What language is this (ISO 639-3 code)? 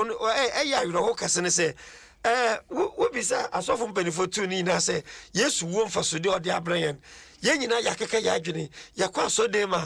aka